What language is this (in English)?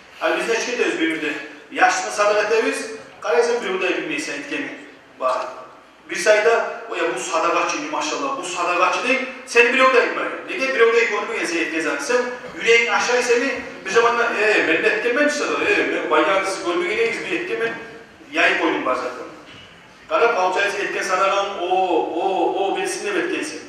Kumyk